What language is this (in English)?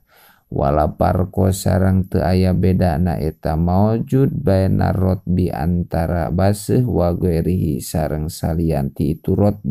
Sundanese